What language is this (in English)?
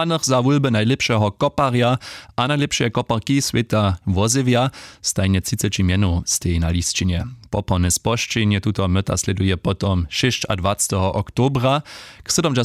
Upper Sorbian